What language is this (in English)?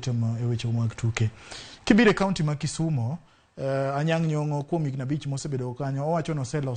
Luo (Kenya and Tanzania)